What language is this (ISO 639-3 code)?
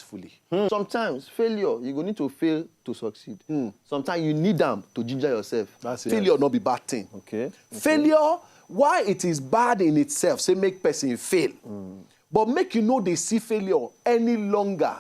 pcm